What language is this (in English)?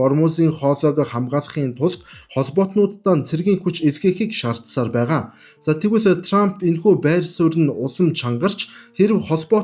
Mongolian